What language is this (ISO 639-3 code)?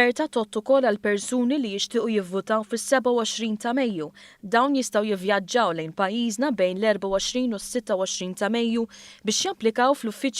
mlt